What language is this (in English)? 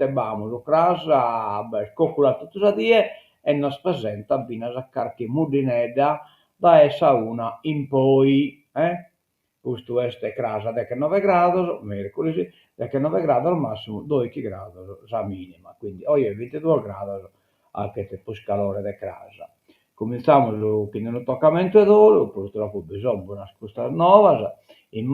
Sardinian